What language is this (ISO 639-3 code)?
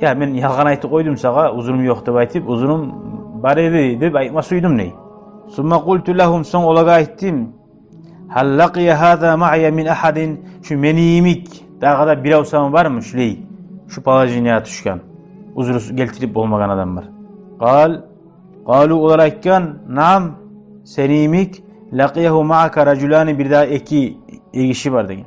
kum